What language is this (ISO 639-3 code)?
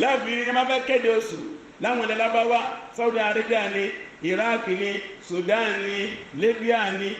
yor